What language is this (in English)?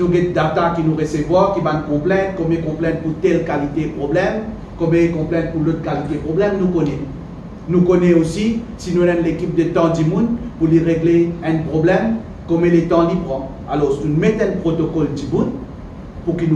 Morisyen